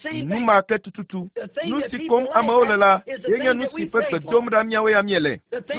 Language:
Ewe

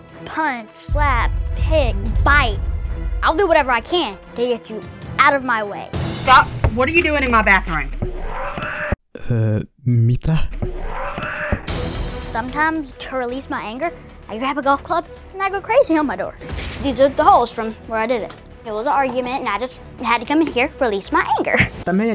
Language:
Finnish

